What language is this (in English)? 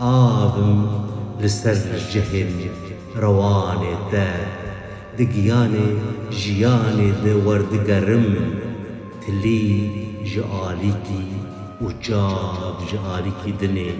Kurdish